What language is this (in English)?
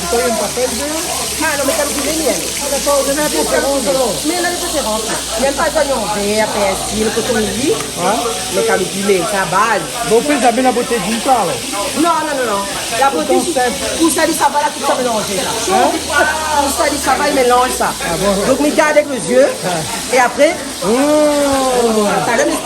Réunion Creole French